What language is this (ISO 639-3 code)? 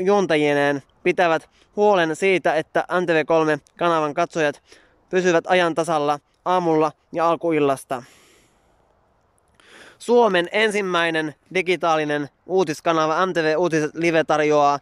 fin